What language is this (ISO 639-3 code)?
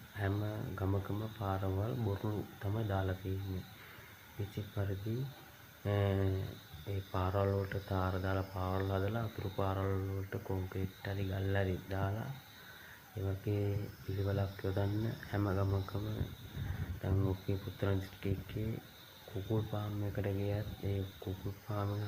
sin